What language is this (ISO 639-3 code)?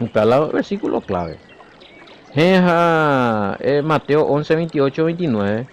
grn